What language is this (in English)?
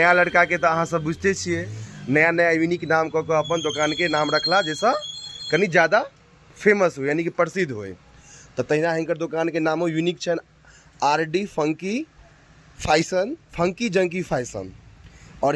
Maithili